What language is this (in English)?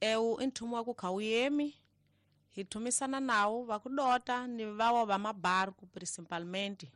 Tsonga